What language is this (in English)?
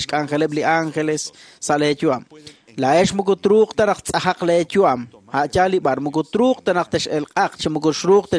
Kekchí